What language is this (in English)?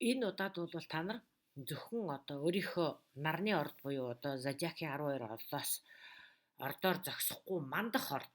Mongolian